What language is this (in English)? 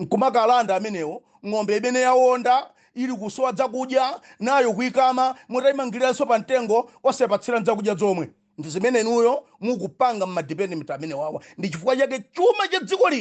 Nyanja